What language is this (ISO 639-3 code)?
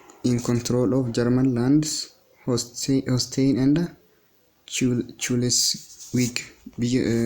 orm